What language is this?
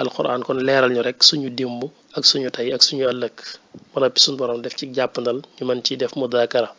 Wolof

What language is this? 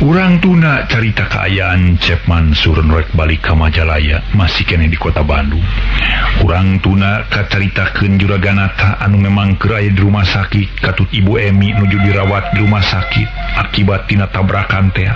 Sundanese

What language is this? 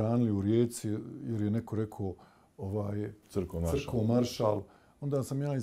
Bosnian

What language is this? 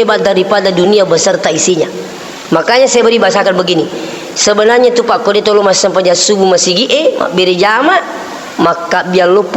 Buginese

